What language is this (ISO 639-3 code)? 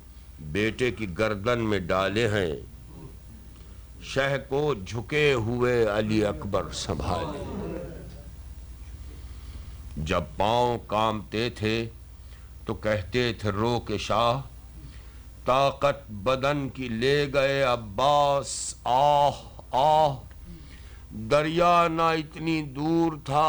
urd